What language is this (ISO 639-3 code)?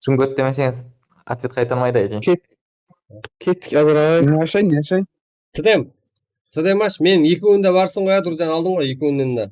kaa